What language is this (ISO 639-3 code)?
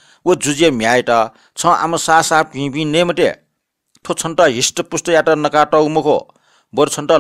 new